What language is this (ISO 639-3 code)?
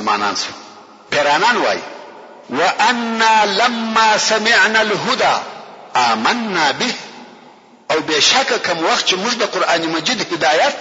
pus